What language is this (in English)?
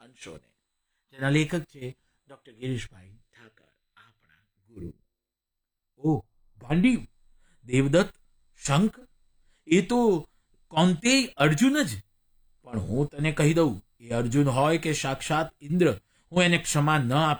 Gujarati